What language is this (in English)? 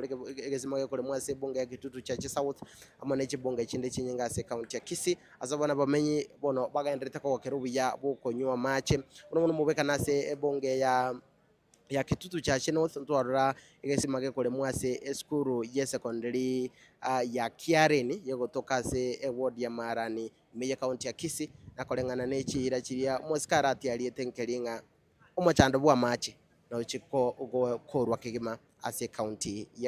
Gusii